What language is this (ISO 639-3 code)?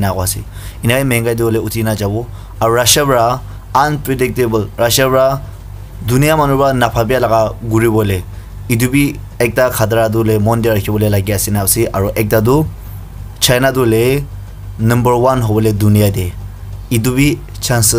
nag